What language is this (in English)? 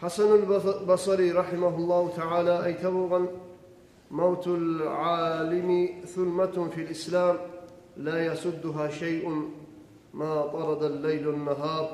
Kumyk